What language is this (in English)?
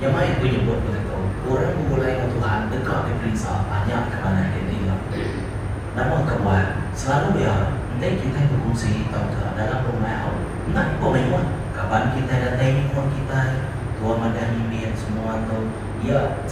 Iban